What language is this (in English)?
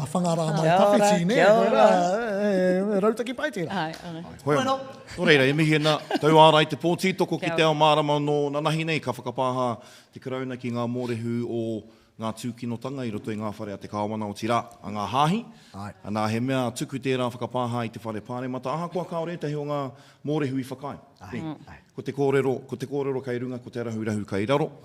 Māori